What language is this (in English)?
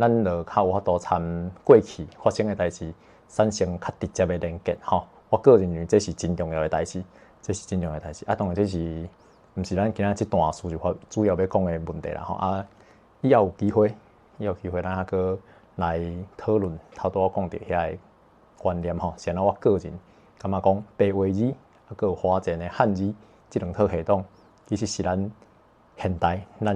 Min Nan Chinese